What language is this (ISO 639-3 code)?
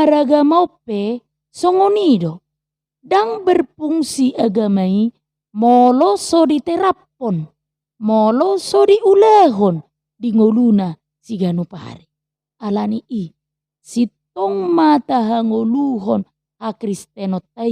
bbc